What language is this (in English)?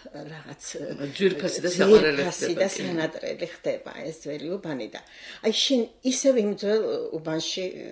Georgian